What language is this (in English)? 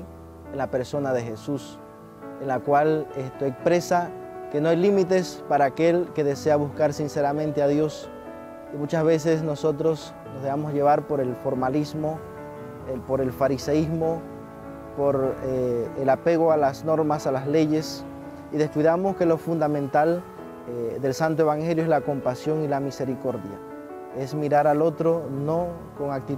Spanish